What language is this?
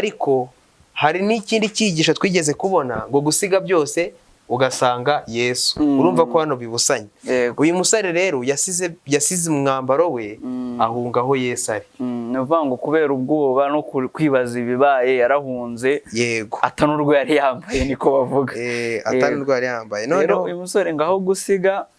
Kinyarwanda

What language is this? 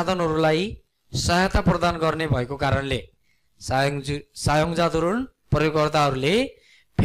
Nepali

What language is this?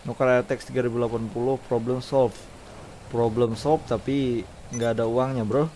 Banjar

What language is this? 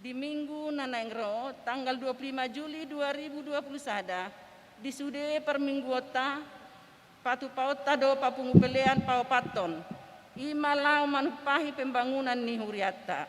Batak Toba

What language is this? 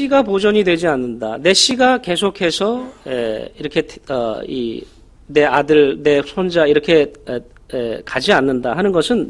Korean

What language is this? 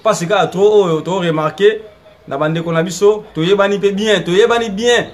Lingala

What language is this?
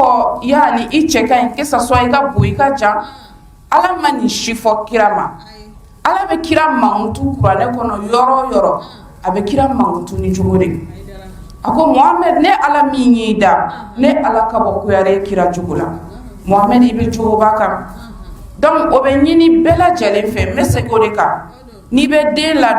Bambara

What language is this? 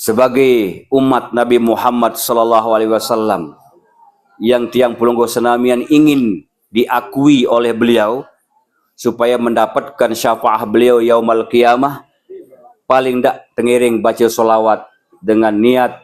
Sasak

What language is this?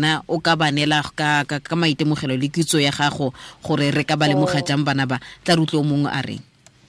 Tswana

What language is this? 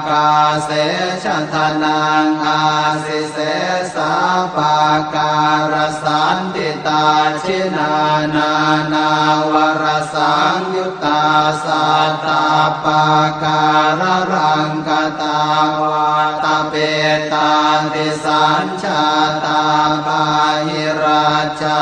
Pali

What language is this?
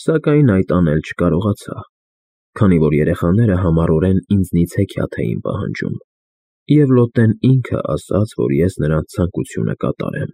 Armenian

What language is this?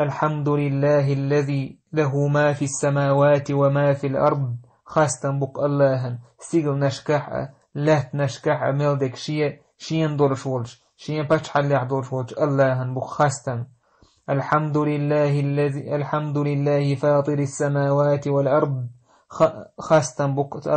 Chechen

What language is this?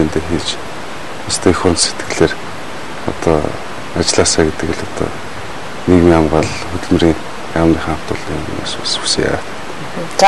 Mongolian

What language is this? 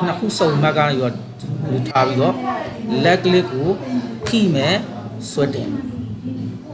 Burmese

